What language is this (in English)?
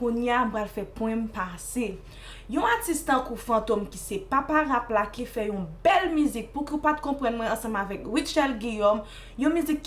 Haitian Creole